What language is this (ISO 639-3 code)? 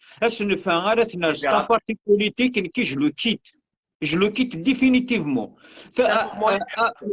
kab